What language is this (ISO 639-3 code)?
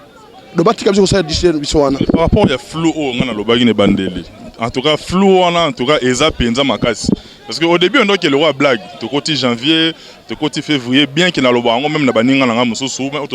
lin